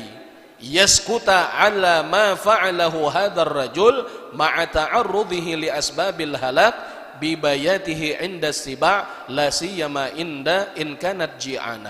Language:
Banjar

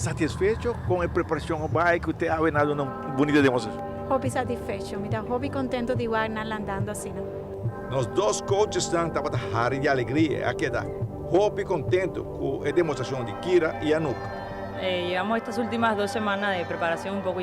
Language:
Papiamento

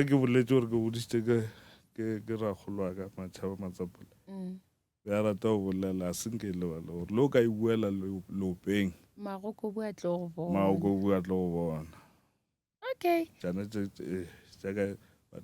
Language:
Northern Sotho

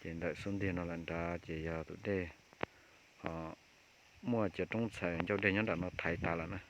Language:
Hmong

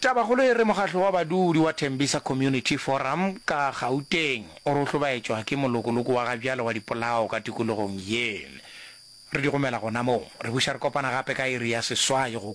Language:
Northern Sotho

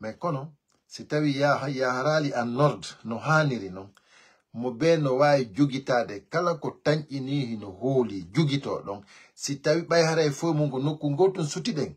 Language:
Pular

